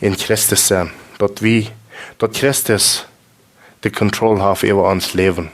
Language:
Plautdietsch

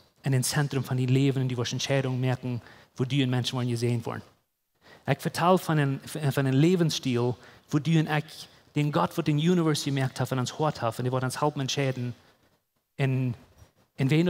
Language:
Plautdietsch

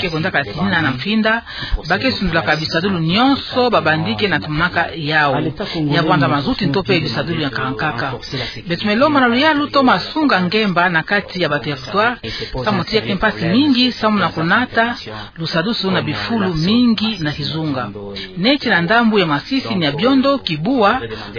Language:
Kituba (Democratic Republic of Congo)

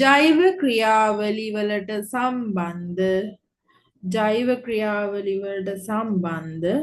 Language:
Sinhala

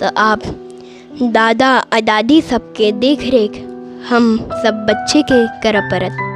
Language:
Maithili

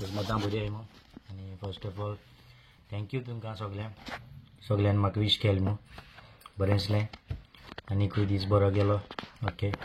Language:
Konkani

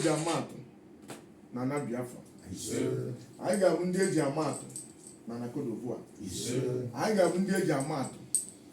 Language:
Igbo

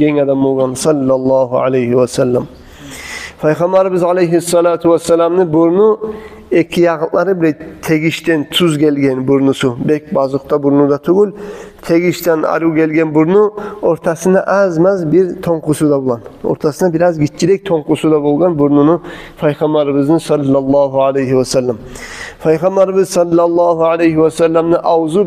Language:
Kumyk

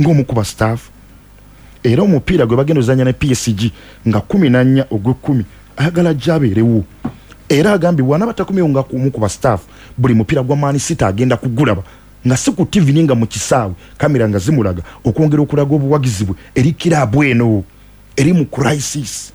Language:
Ganda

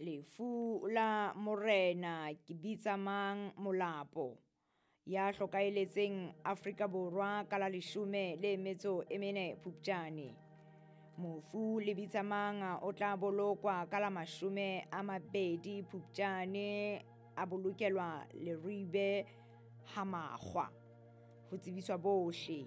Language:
Southern Sotho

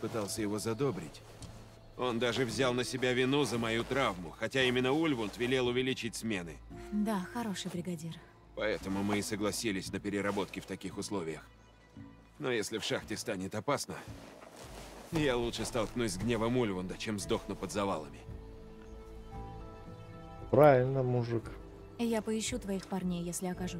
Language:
Russian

